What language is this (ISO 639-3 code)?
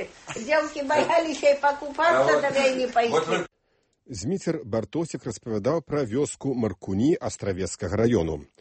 bel